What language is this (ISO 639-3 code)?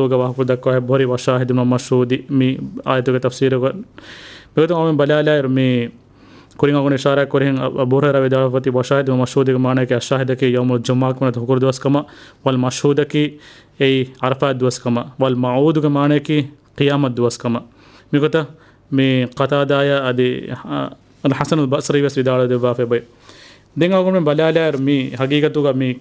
div